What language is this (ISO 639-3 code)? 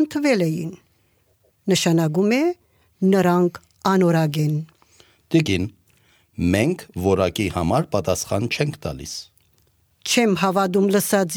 hye